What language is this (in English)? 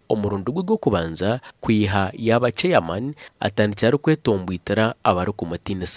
Nyankole